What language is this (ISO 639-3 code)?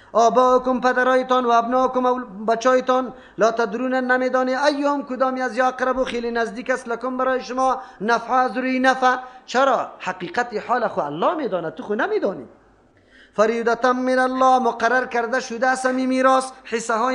fas